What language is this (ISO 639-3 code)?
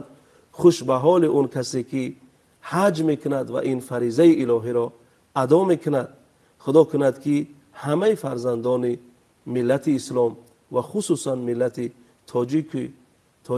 tgk